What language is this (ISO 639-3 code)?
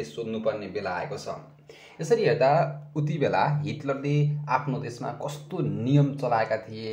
nep